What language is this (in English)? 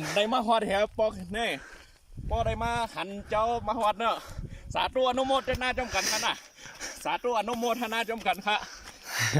Shan